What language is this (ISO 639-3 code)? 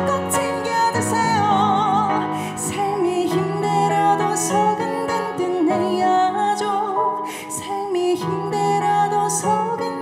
kor